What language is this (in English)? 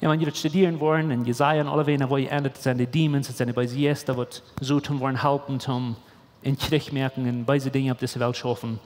Plautdietsch